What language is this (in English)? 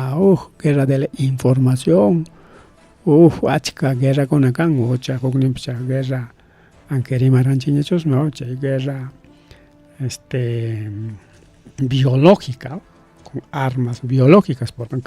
Ayacucho Quechua